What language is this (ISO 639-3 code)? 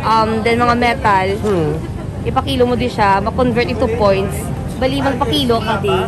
hil